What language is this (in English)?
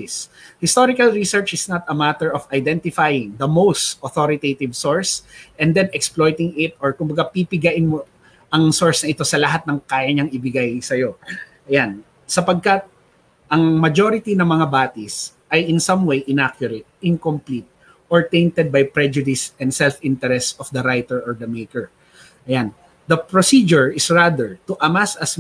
Filipino